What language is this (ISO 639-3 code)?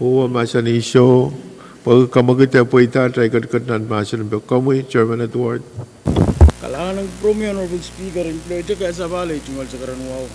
pon